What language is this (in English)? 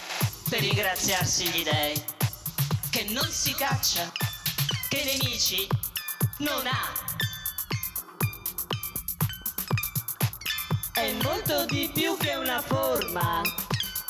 Italian